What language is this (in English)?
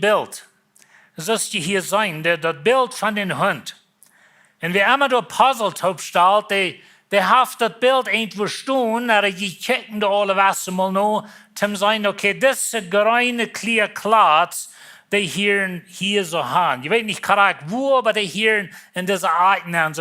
Plautdietsch